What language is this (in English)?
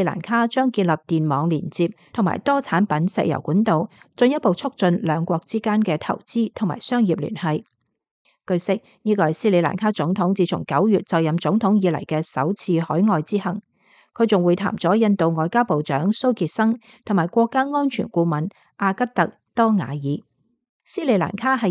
Cantonese